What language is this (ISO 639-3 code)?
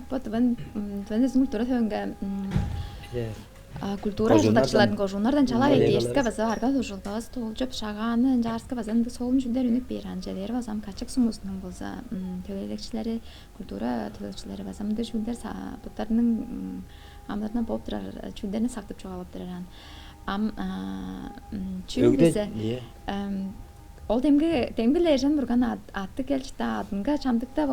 tyv